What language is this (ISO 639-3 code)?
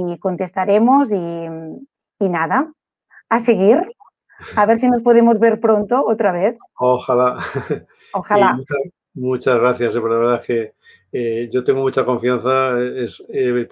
spa